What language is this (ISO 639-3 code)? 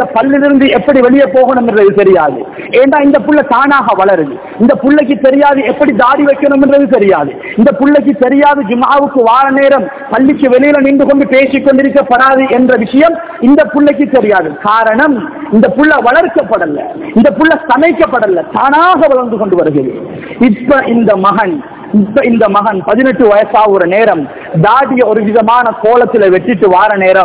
tam